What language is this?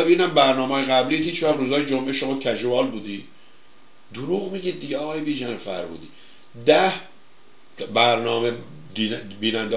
Persian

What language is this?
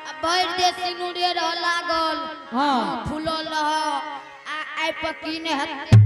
Angika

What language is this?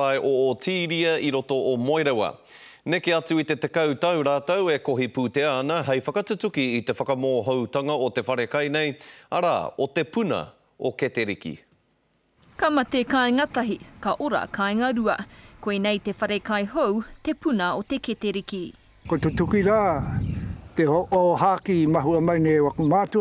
Māori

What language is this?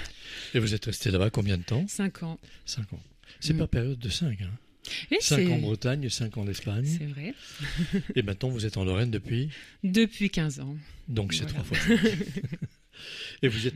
French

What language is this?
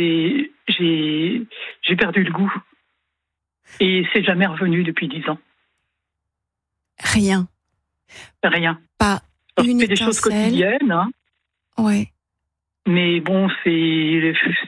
French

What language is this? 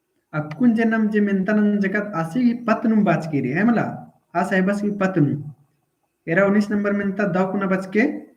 Kurukh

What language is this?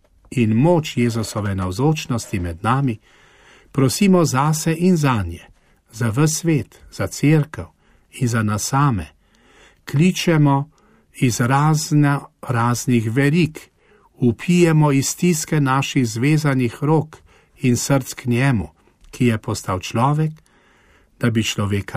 Slovenian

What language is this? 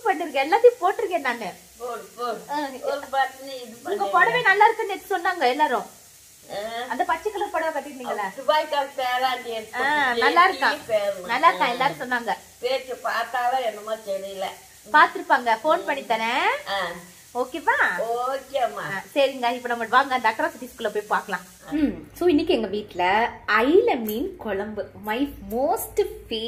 Tamil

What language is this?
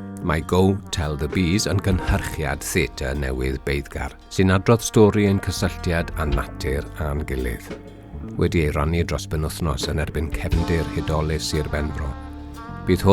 Welsh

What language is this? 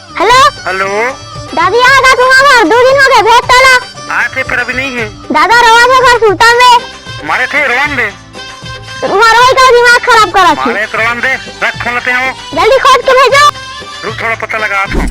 Chhattisgarhi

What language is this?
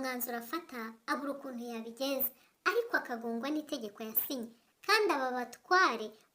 Kinyarwanda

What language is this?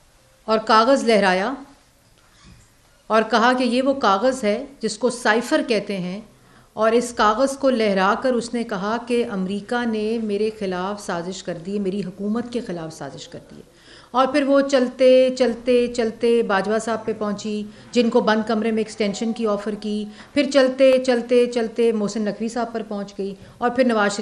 Urdu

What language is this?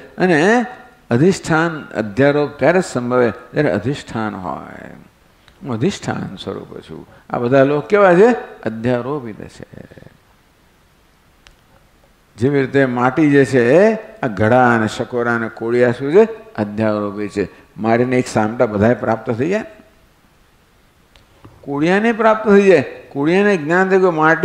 Gujarati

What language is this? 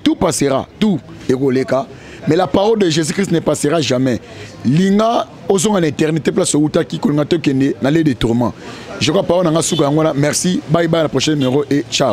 Lingala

